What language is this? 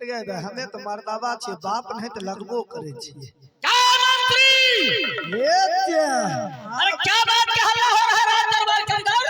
Maithili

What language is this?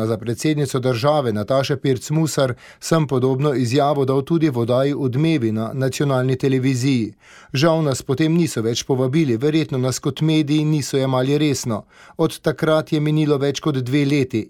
Slovenian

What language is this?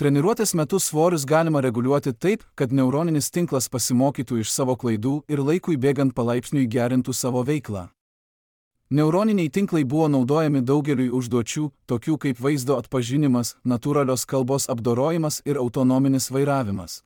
Lithuanian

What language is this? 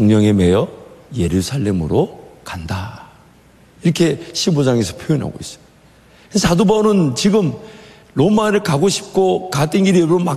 Korean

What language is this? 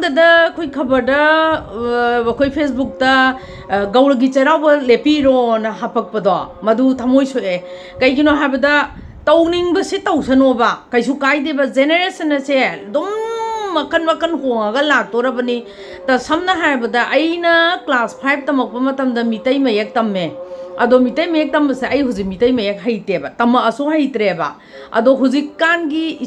Manipuri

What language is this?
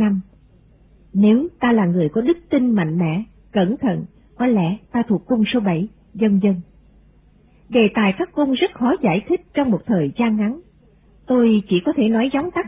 Vietnamese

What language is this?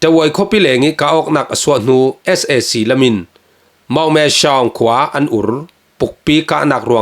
Falam Chin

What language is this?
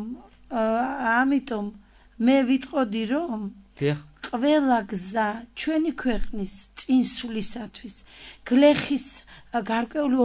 Georgian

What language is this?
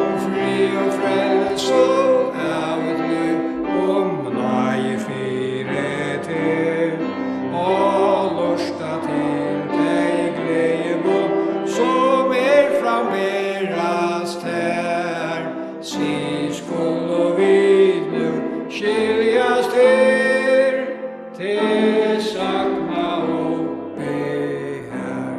Faroese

